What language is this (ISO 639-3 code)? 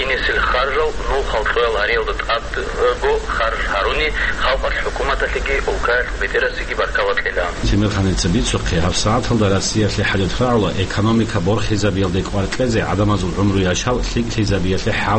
ava